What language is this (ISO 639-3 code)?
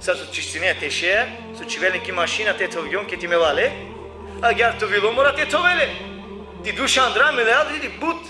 rmn